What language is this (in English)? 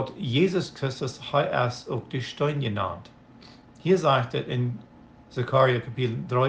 Plautdietsch